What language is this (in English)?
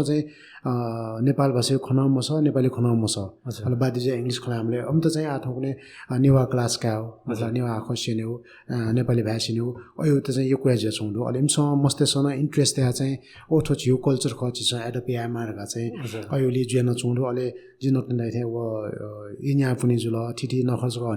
Newari